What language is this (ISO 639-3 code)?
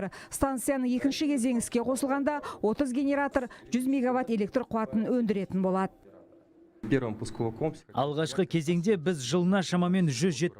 kaz